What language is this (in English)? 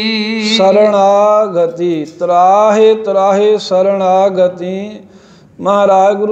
Punjabi